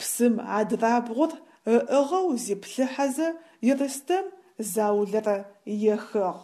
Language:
Adyghe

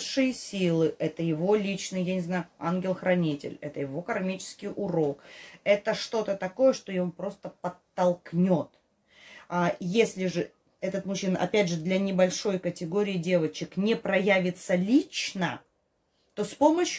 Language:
Russian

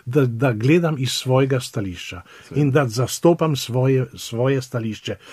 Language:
Slovenian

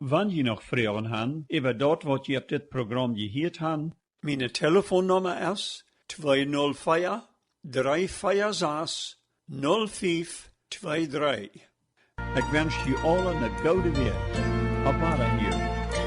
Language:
Plautdietsch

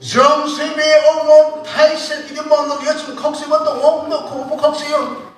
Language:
Riang (India)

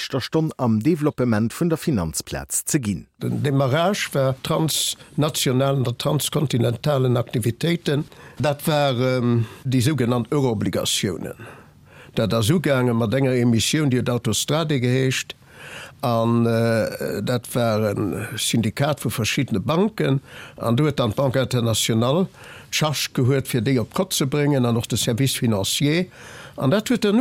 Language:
Luxembourgish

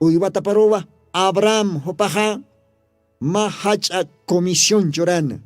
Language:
Aymara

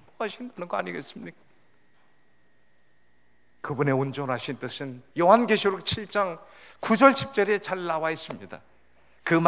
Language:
Korean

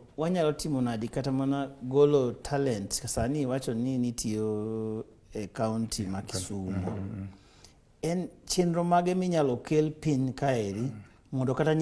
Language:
Luo (Kenya and Tanzania)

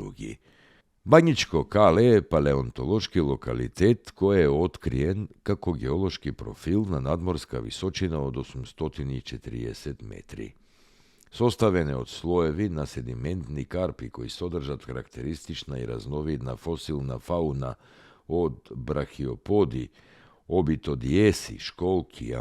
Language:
Macedonian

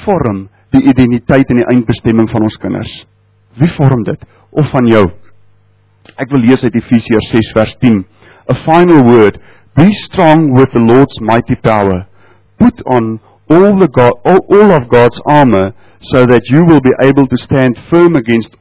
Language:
Afrikaans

